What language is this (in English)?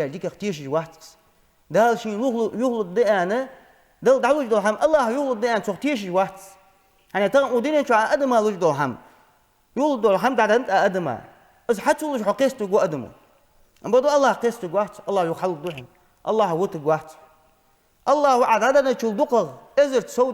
Ingush